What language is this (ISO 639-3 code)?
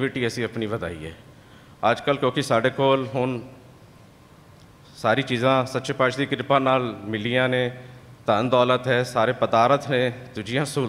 pan